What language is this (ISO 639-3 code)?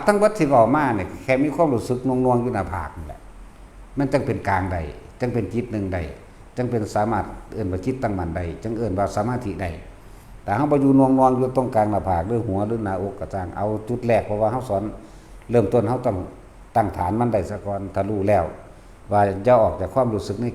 tts